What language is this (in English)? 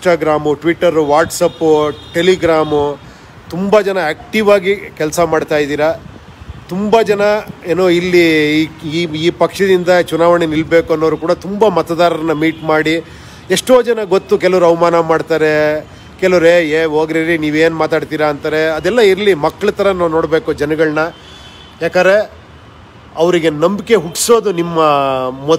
Kannada